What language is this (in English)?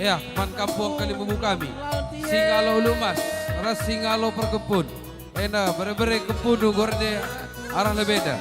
Batak Karo